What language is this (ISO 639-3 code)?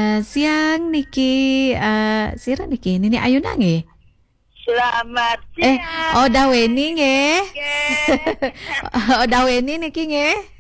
ban